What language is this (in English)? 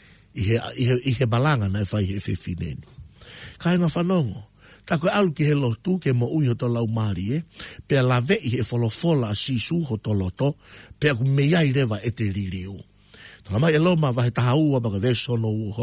Tongan